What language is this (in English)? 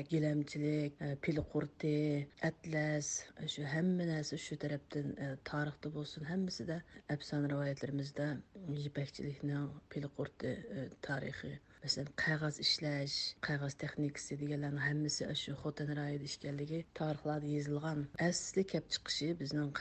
Uyghur